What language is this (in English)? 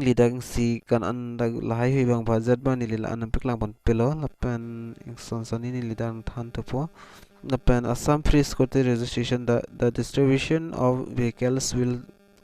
Karbi